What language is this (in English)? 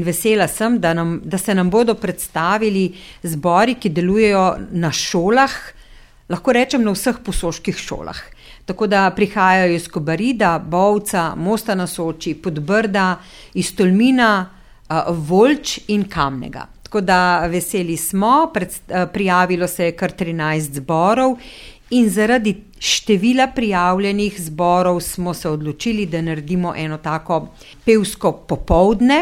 Slovenian